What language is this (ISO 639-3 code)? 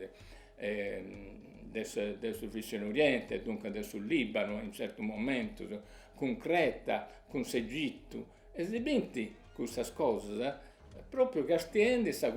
srd